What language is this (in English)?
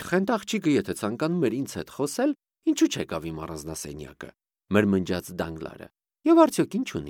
Armenian